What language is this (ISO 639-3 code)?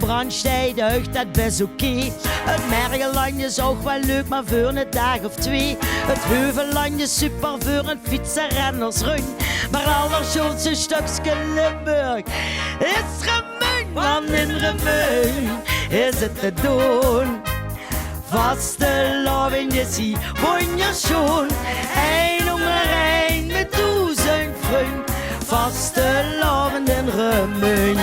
lim